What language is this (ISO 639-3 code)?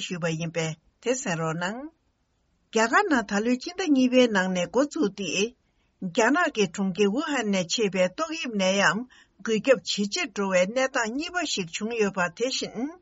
bod